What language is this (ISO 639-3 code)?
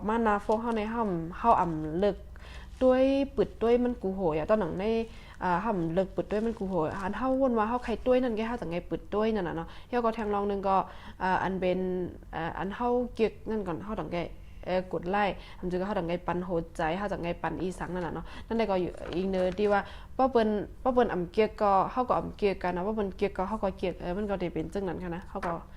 shn